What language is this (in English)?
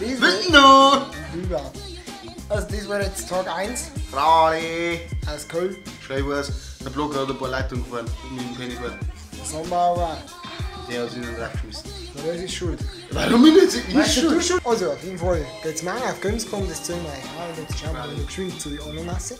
Bavarian